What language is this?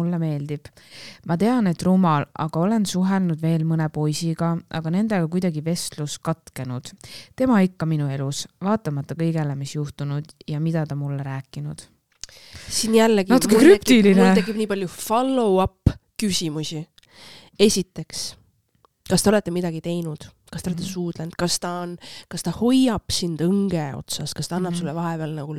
Estonian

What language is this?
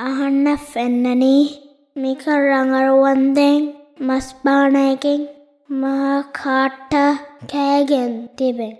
Divehi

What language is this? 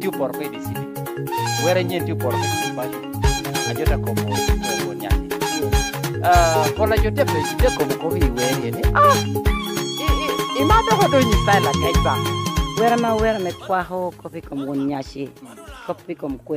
Lango (Uganda)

